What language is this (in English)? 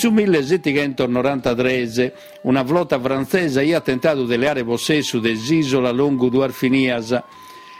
Sardinian